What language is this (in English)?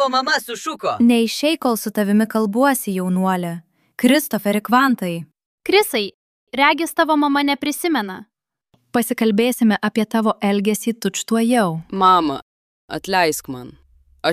Lithuanian